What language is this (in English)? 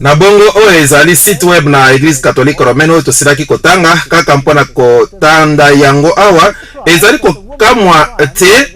Lingala